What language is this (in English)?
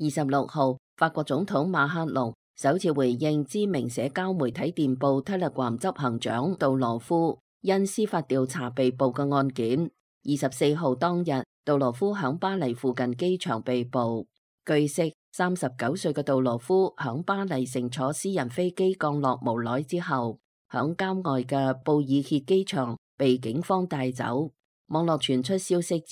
Cantonese